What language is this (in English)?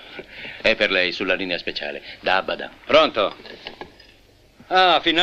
Italian